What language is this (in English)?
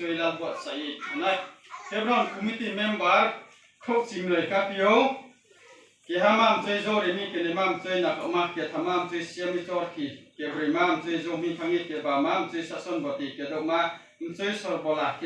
Riang (India)